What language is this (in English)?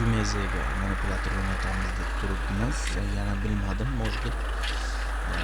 Uzbek